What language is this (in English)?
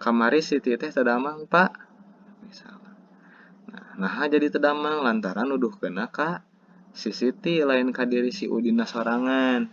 Sundanese